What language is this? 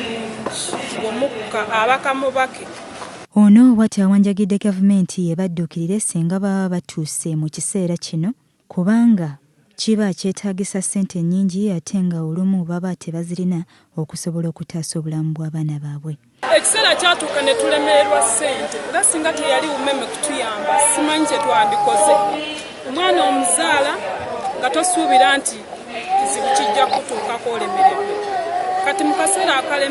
Ganda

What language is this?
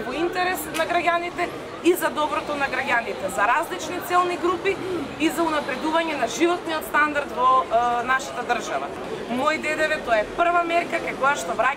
Macedonian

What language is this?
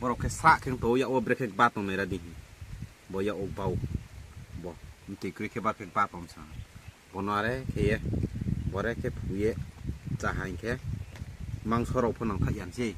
Riang (India)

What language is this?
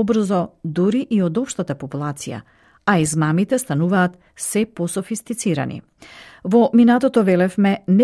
Macedonian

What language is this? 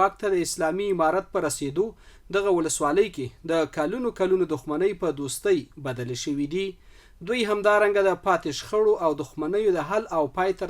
Pashto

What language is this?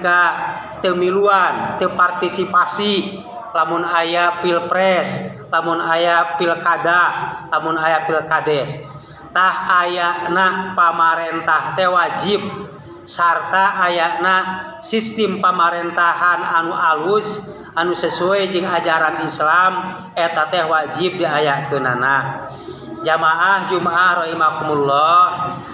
Sundanese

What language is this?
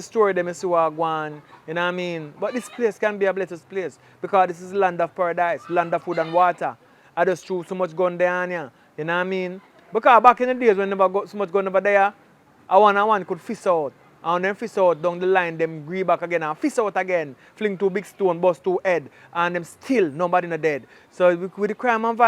Jamaican Creole English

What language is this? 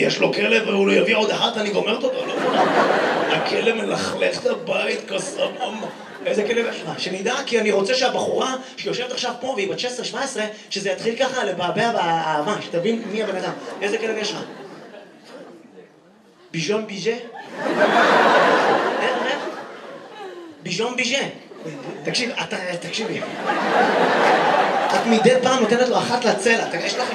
Hebrew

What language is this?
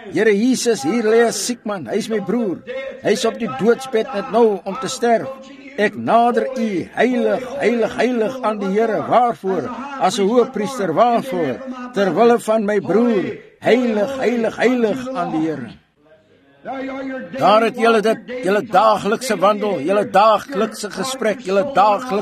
Afrikaans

